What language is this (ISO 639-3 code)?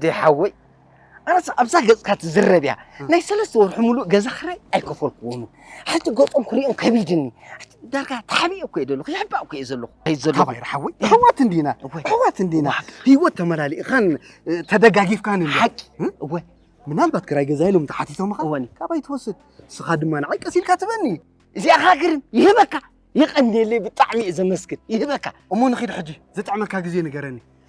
tir